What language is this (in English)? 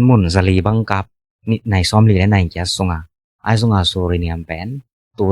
Tedim Chin